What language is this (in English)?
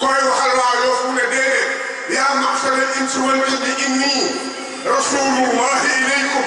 Wolof